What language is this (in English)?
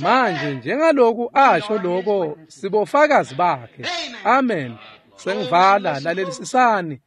Swati